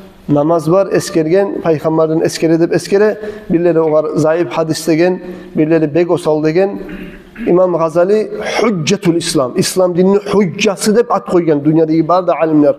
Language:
Kumyk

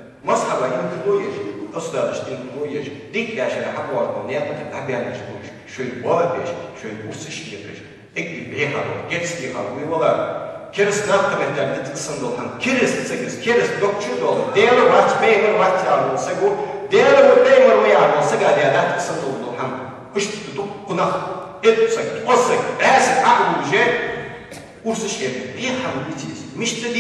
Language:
Ingush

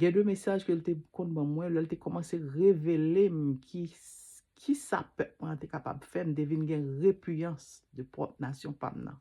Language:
Haitian Creole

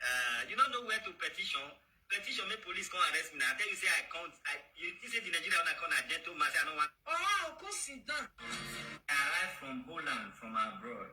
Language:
Nigerian Pidgin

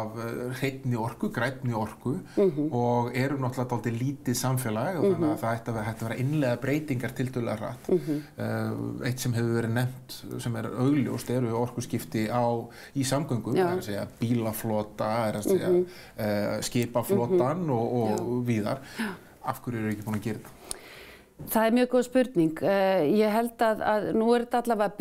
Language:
Icelandic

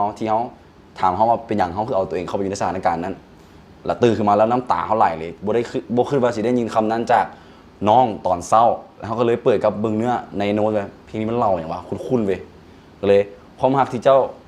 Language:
Lao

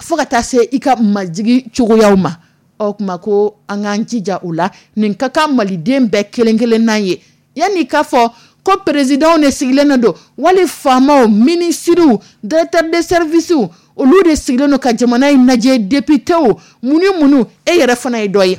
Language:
Dyula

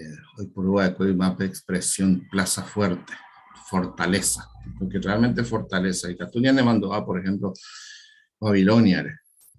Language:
Guarani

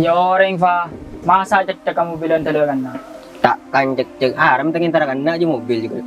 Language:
Madurese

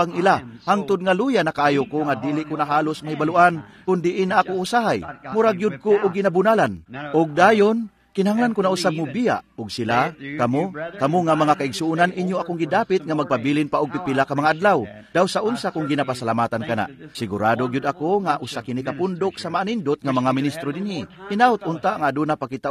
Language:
Cebuano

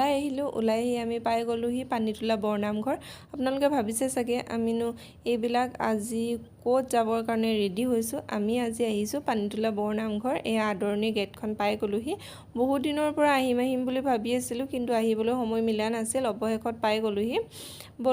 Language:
Assamese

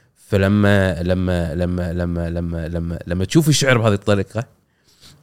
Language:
Gulf Arabic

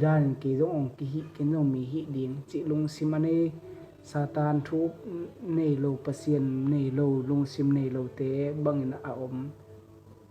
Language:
Tedim Chin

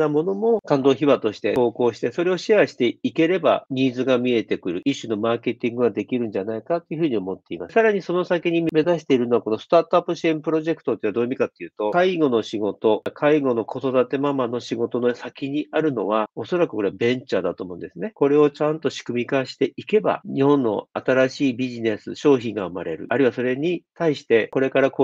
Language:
Japanese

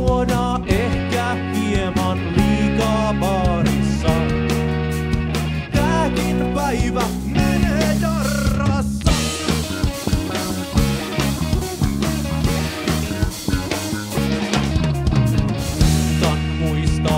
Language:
Finnish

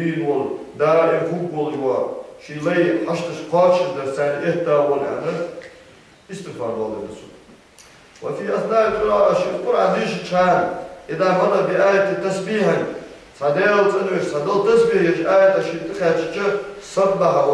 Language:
Ingush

